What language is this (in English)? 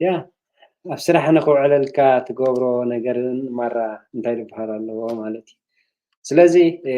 Tigrinya